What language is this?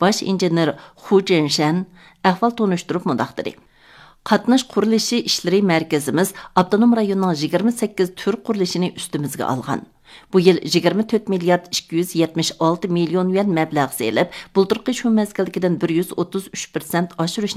Uyghur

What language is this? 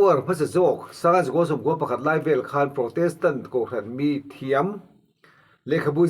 Mizo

